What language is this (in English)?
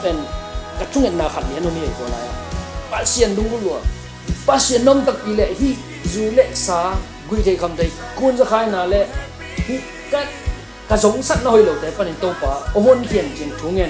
Tedim Chin